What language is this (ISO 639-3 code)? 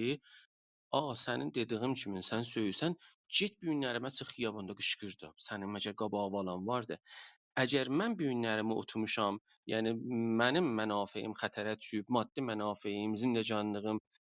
azb